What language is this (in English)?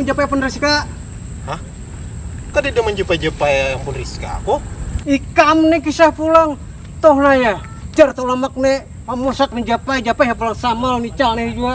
Banjar